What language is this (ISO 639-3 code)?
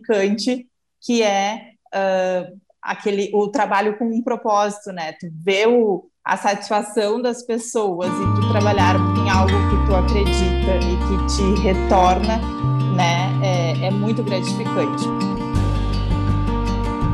por